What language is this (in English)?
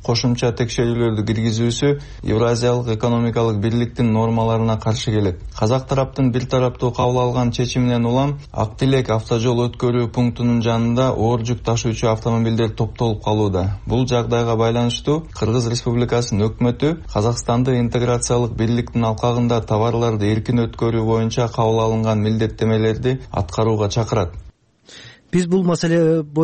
Kyrgyz